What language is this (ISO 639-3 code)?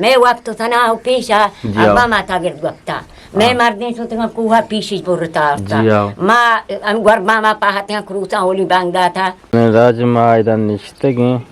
bgp